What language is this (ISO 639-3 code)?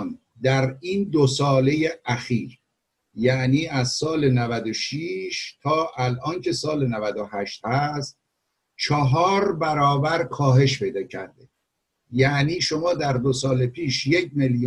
fas